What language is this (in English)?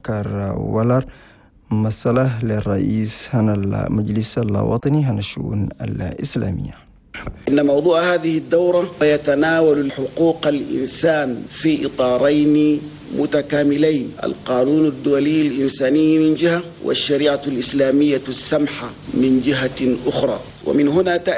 Chadian Arabic